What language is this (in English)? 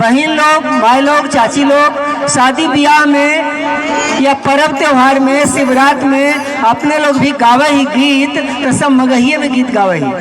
Magahi